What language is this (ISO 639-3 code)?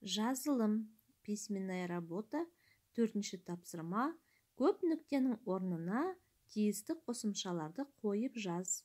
kaz